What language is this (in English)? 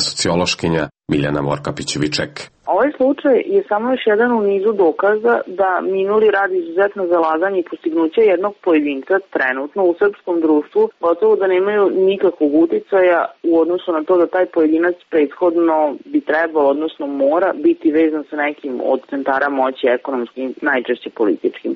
Serbian